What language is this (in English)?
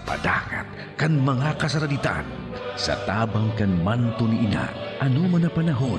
Bikol